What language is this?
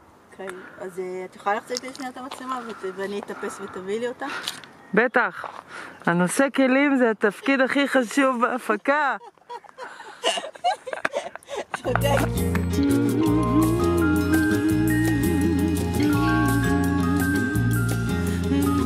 Hebrew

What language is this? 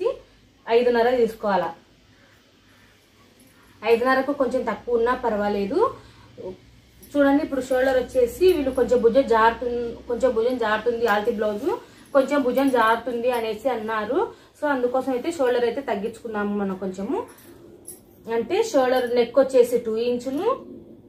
Telugu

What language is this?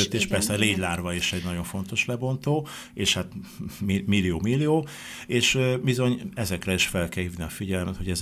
Hungarian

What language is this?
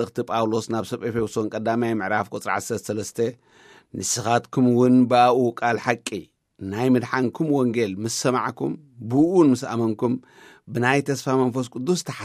Tigrinya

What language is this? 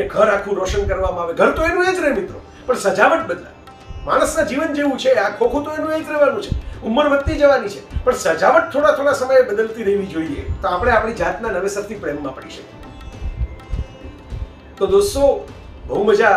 Gujarati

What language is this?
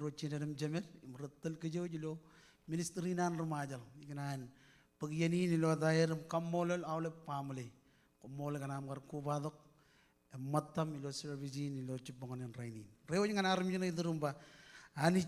Marshallese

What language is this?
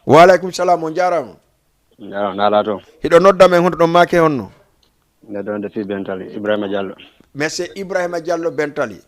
Fula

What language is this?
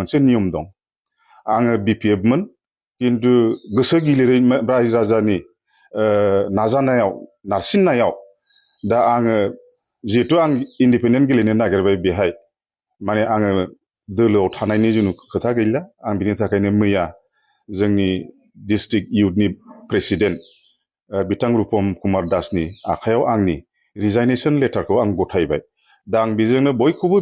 Bodo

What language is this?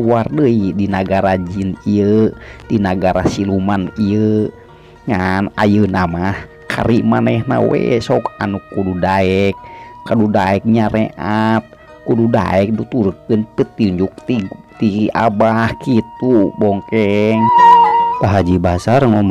Sundanese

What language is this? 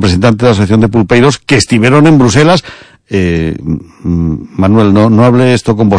Galician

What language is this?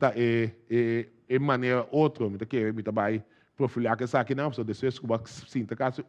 Papiamento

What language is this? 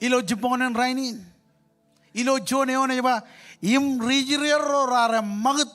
Marshallese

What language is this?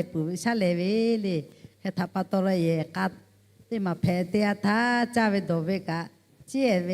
Lahu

